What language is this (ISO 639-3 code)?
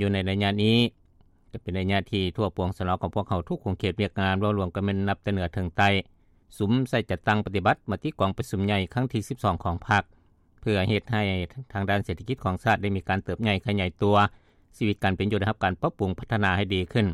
lao